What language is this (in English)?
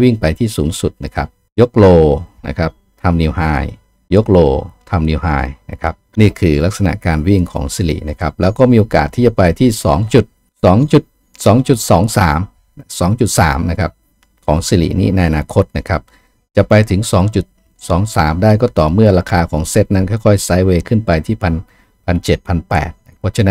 Thai